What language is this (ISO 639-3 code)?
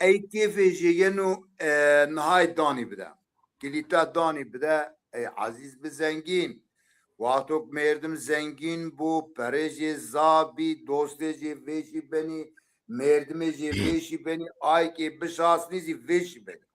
zza